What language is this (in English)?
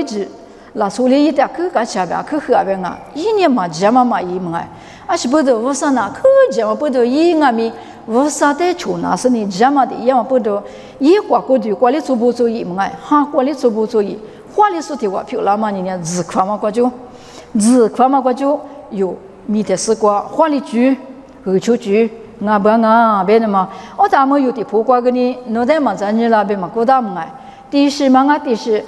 Lisu